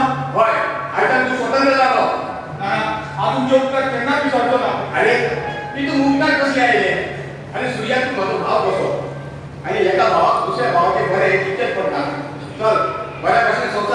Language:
Konkani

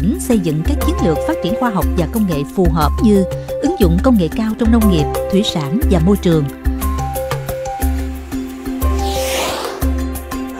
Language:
Vietnamese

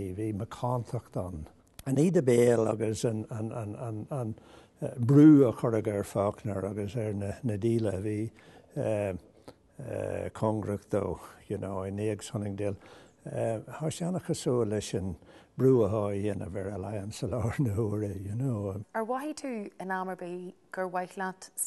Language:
Irish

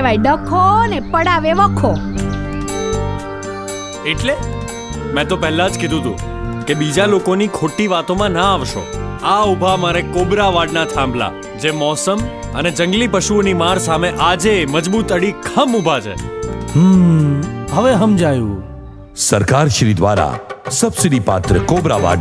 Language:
Gujarati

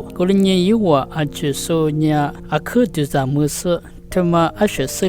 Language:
Lisu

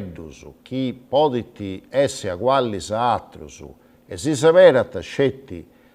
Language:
Sardinian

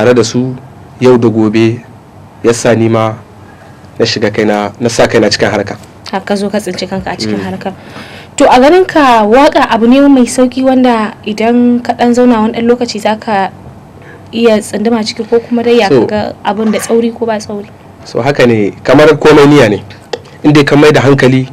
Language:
Hausa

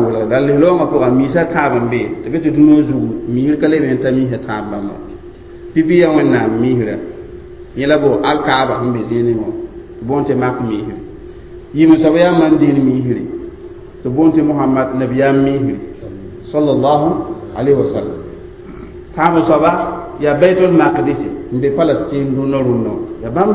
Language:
Mossi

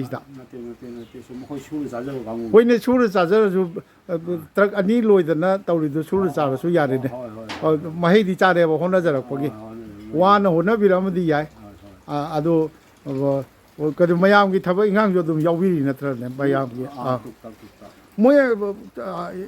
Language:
Manipuri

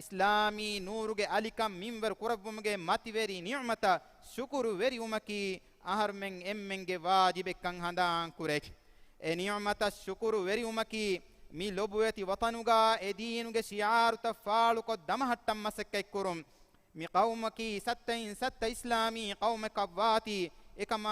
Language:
Divehi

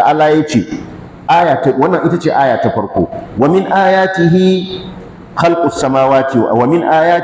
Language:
Hausa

